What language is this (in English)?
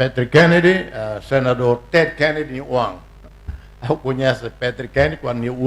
Tetum